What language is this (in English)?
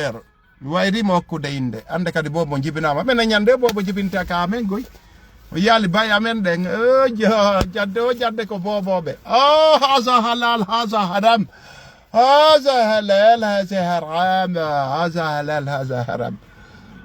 Fula